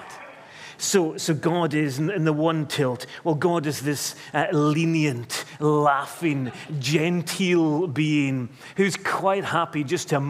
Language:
English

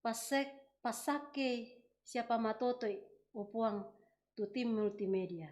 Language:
Toraja-Sa'dan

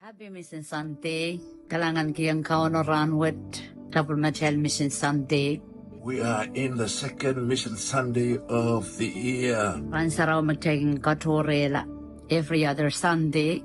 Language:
Pohnpeian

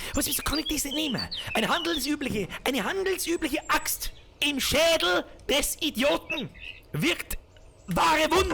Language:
Bavarian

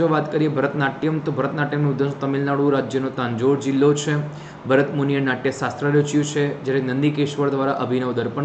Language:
Gujarati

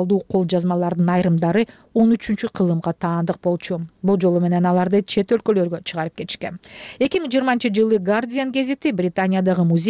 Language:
Kyrgyz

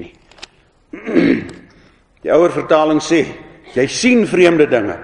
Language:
Afrikaans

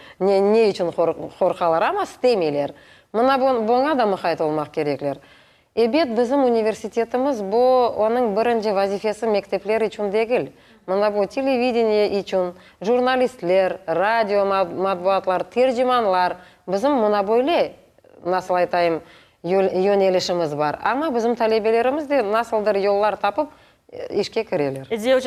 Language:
Crimean Tatar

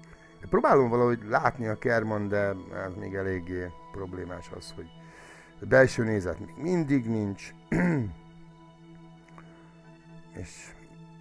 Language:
Hungarian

